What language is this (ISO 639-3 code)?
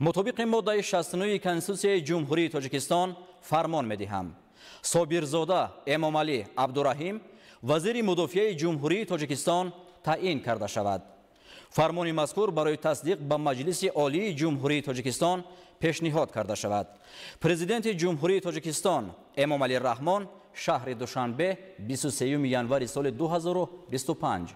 tgk